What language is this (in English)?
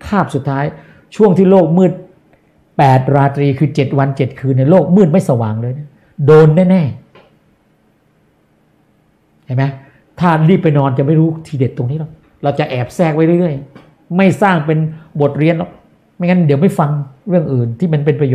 Thai